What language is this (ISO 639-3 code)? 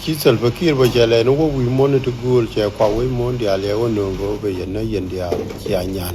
nus